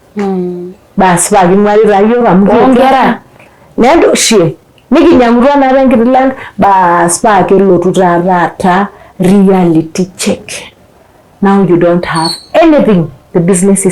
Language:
Masai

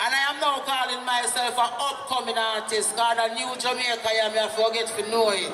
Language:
Jamaican Creole English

